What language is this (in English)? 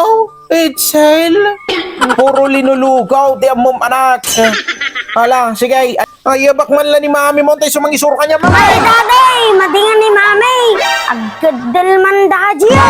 Iloko